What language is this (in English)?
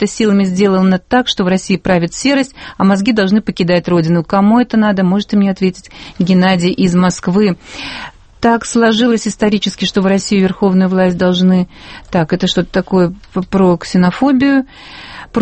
Russian